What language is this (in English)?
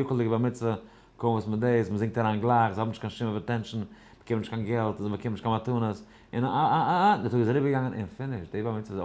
Yiddish